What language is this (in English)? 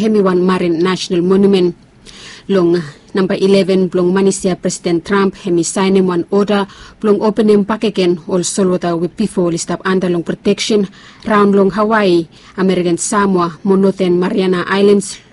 Bislama